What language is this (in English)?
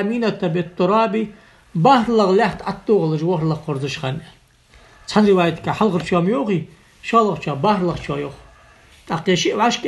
Ingush